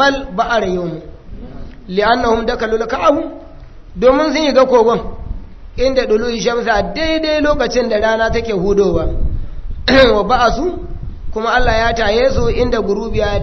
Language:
Hausa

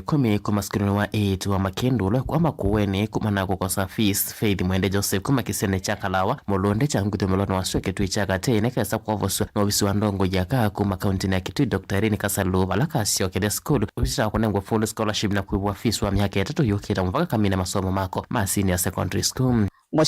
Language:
Kamba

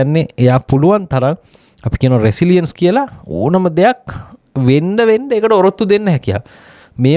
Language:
Sinhala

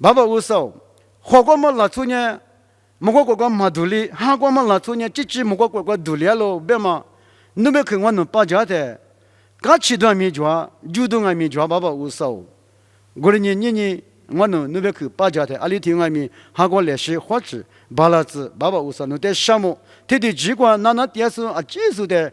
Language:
Lisu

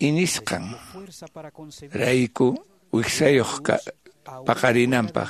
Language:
Quechua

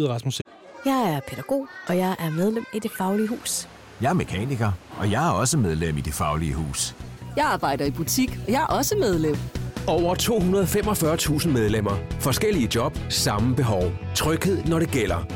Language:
Danish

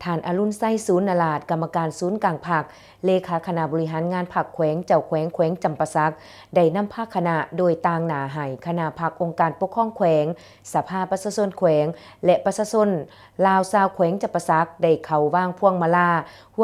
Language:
Lao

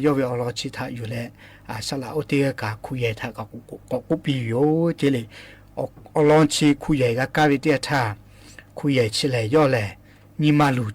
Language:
Lahu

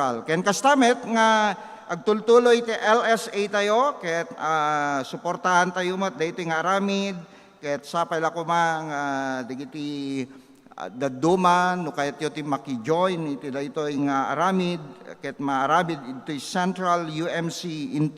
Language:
Iloko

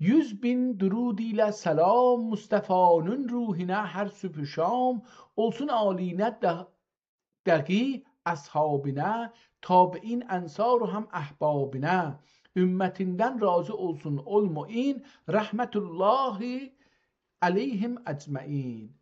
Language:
South Azerbaijani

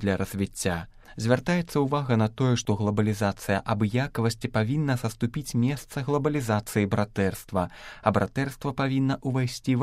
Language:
Belarusian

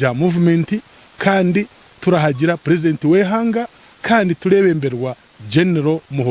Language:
Nyankole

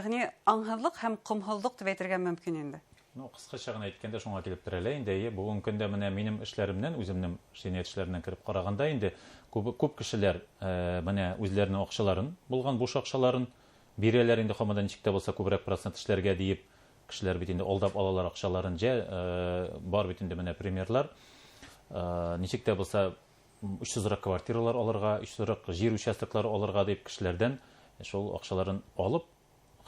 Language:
Bashkir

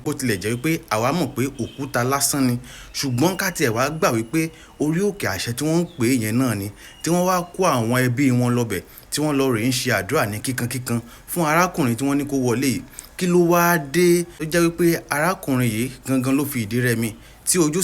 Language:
Yoruba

